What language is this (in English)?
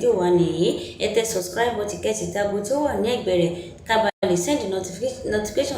Yoruba